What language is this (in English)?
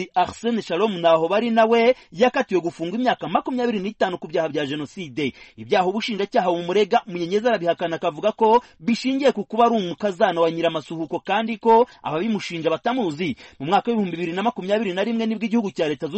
Kinyarwanda